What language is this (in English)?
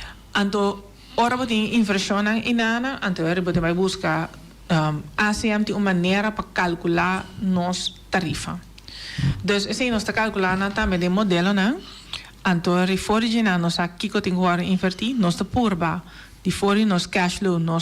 Papiamento